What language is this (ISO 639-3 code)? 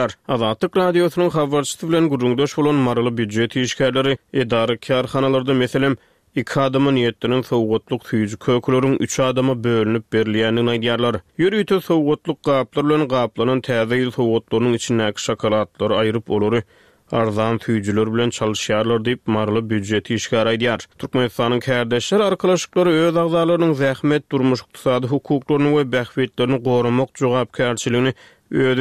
tuk